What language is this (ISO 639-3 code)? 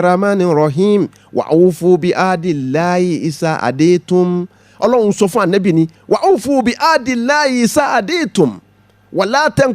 yor